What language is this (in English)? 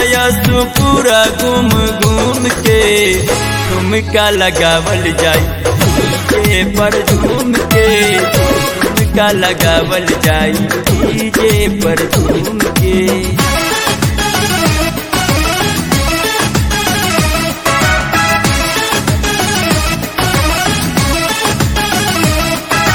Bhojpuri